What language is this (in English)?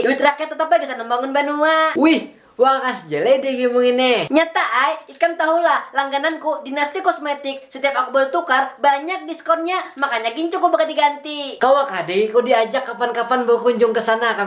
Banjar